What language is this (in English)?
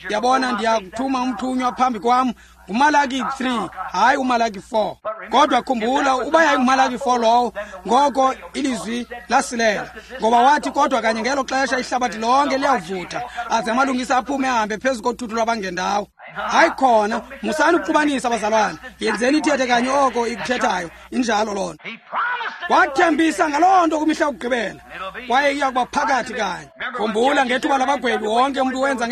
Xhosa